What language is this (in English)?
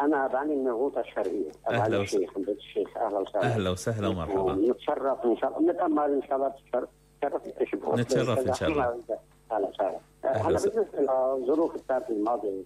North Levantine Arabic